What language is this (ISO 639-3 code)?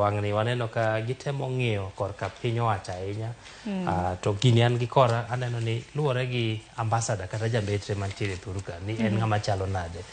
luo